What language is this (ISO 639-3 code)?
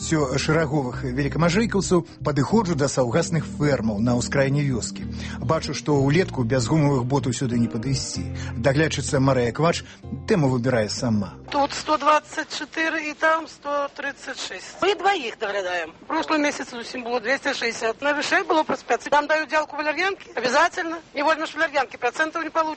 bel